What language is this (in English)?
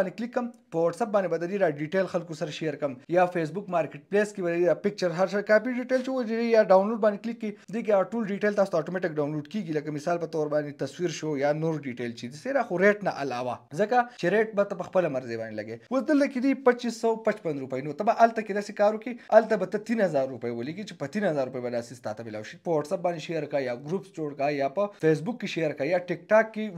Pashto